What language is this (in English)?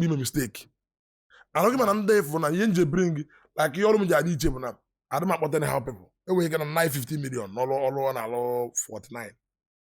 Igbo